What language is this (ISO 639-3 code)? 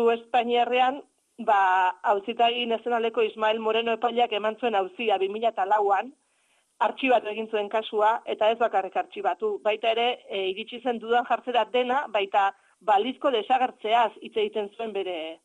eus